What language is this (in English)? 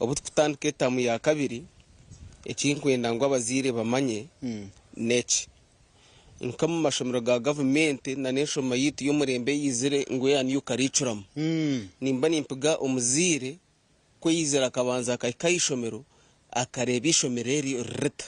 Nyankole